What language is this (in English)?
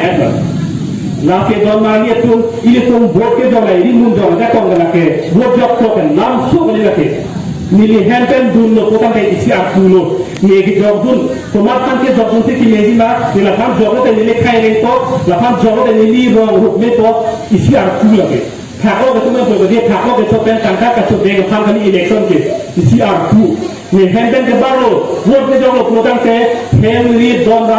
Karbi